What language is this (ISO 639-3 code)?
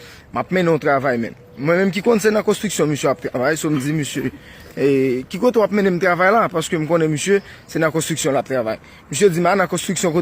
hat